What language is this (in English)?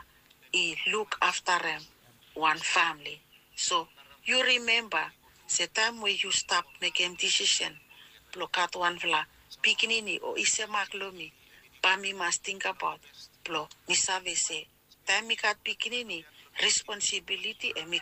Bislama